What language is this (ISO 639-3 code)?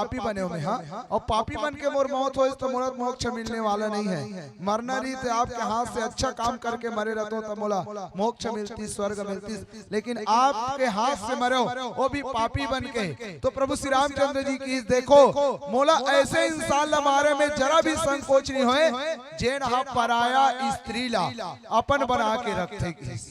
hne